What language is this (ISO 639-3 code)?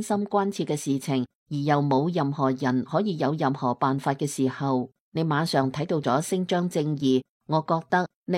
yue